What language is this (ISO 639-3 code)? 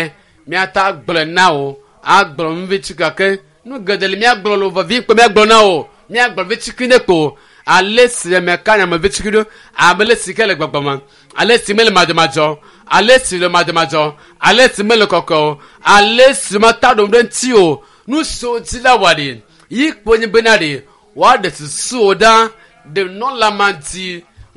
ewe